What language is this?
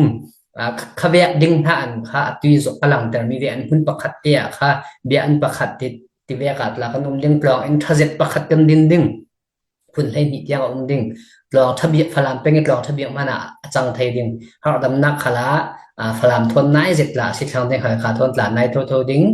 Falam Chin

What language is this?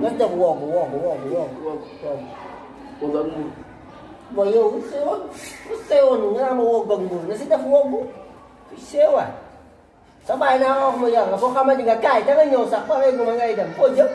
Wolof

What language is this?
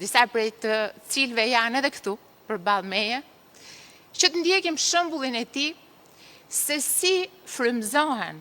Albanian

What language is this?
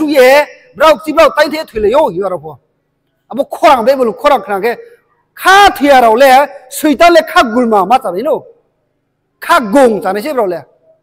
Riang (India)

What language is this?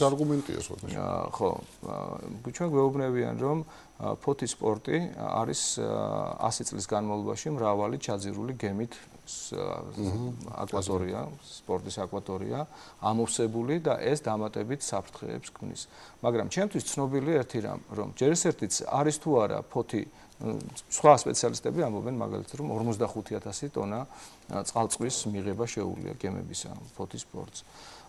Georgian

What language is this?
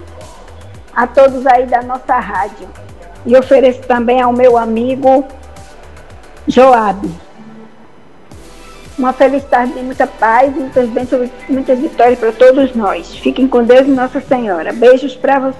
Portuguese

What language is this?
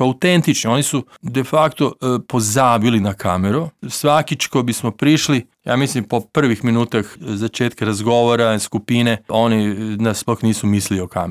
Slovenian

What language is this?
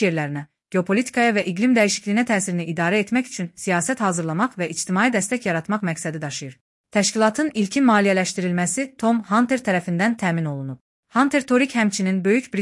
Azerbaijani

